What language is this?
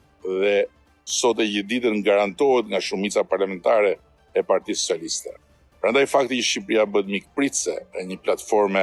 Albanian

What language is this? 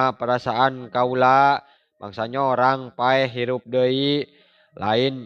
Sundanese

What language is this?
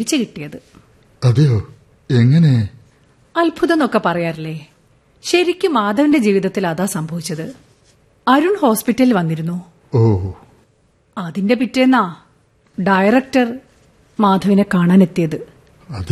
Malayalam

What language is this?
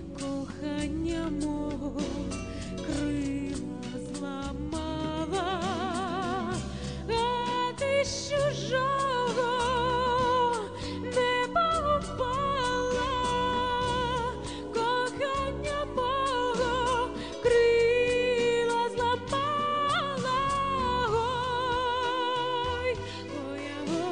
Ukrainian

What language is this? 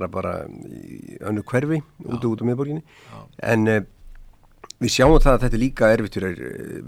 Icelandic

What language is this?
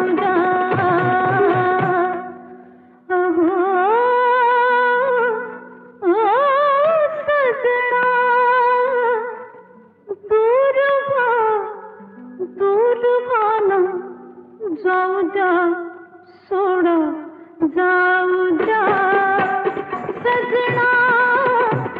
Marathi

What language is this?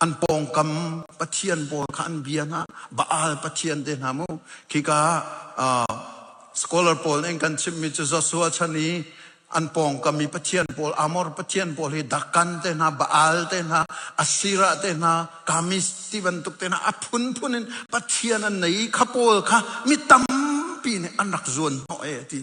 Hakha Chin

